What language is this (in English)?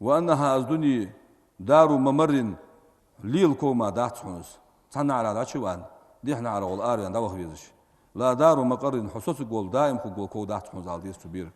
Ingush